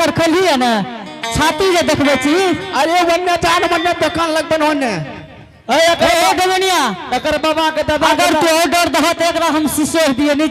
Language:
Angika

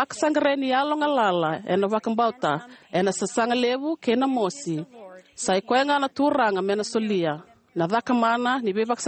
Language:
Fijian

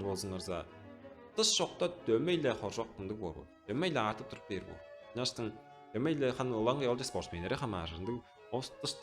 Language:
Tuvinian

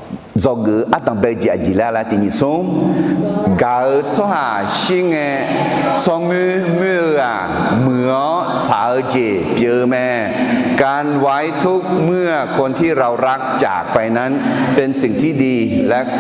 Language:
Akha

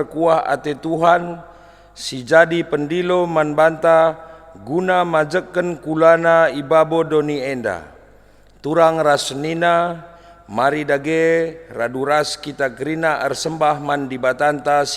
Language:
Batak Karo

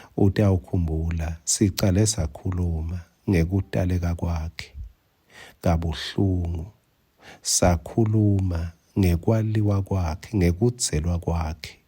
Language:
Swati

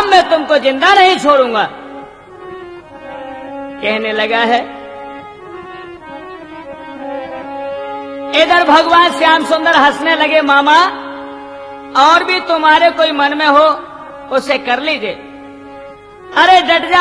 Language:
Hindi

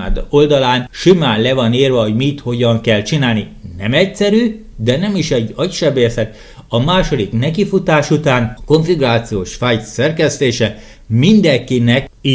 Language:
Hungarian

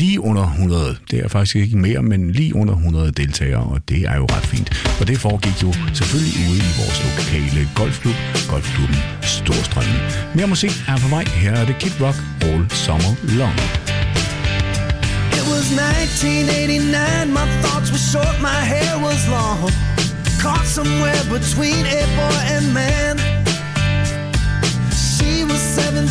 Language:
Danish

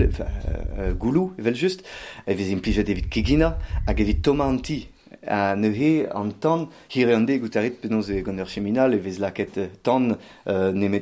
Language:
Breton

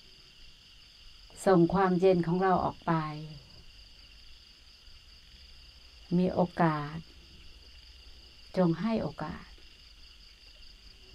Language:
Thai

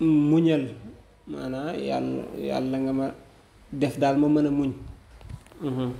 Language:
Wolof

